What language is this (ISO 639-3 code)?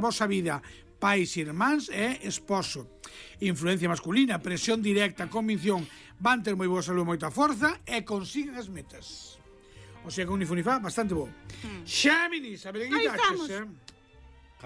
glg